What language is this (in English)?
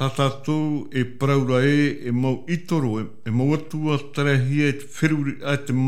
Tahitian